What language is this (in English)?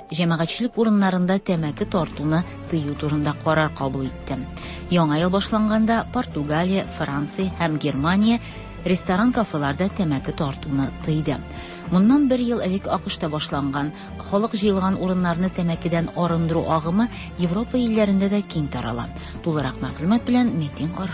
Tatar